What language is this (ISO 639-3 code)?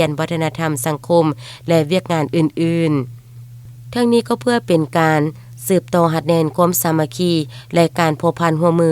lao